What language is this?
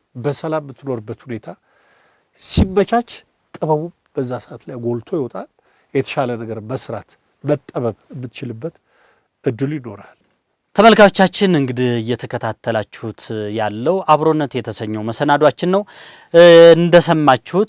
Amharic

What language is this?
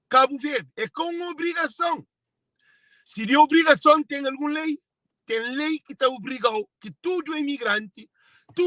Kabuverdianu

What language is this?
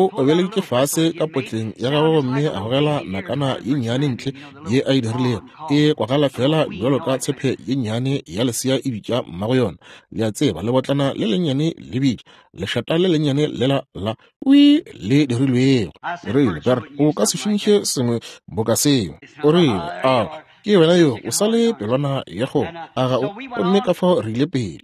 Northern Sotho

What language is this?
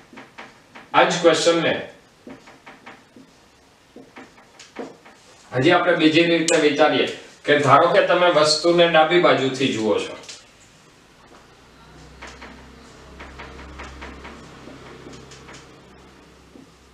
Gujarati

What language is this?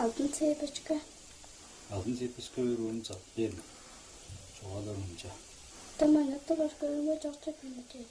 Tuvinian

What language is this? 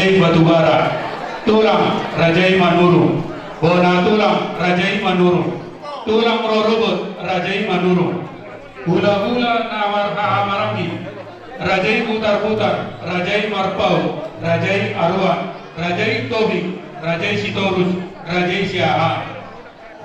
Batak Toba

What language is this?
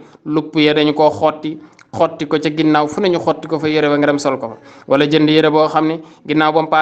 Wolof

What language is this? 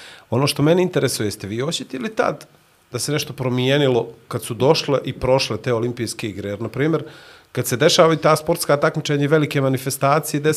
Bosnian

